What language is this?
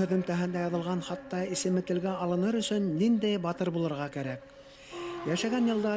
Bashkir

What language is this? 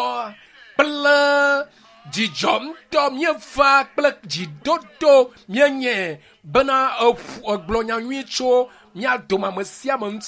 Ewe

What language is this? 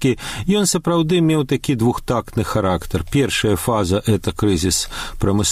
Belarusian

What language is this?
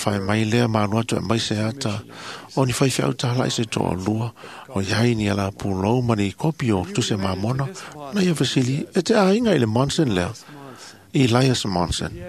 Samoan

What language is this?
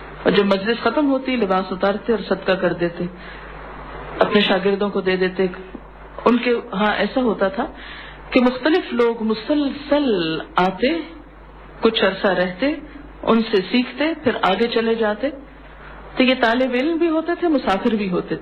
Urdu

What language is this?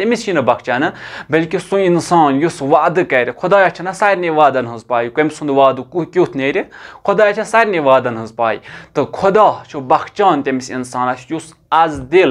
Kashmiri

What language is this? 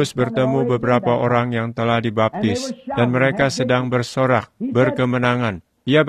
Indonesian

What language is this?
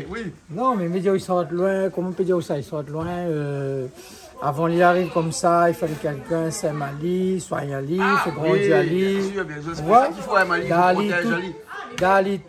Réunion Creole French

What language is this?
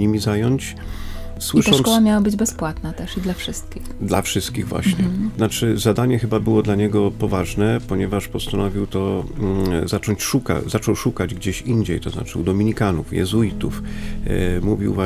Polish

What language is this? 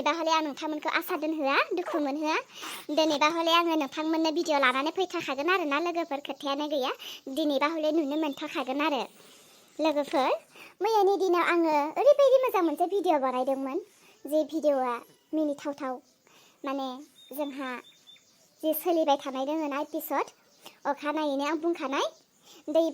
Bodo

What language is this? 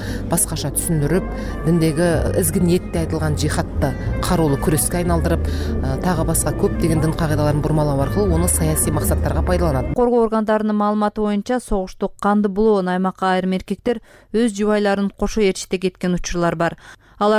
Kyrgyz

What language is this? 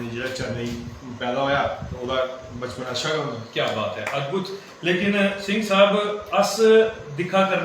Dogri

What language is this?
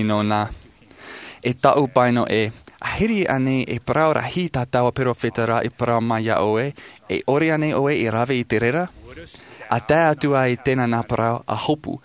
Tahitian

